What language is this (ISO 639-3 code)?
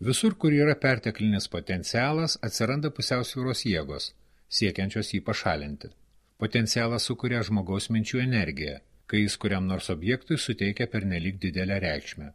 lit